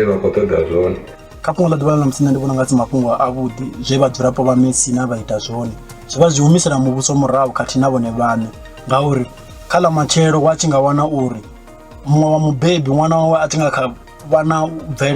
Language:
Venda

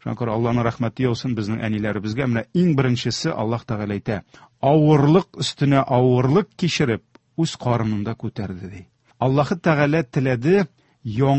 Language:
Tatar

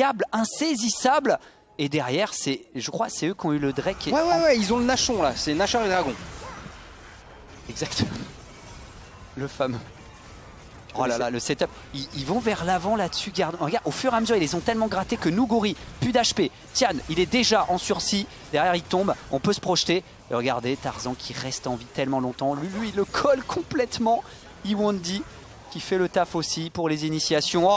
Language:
French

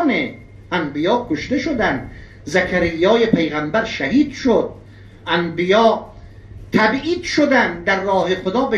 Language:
Persian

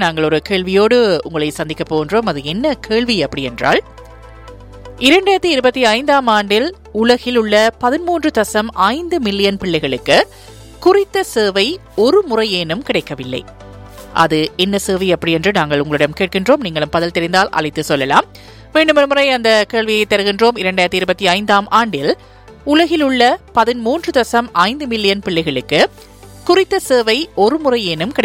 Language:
Tamil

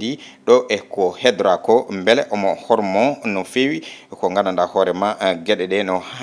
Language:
Fula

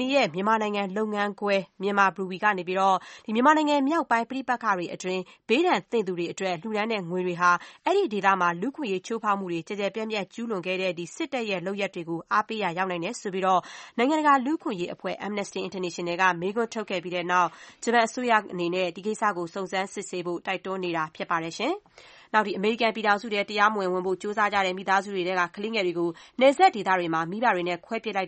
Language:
Burmese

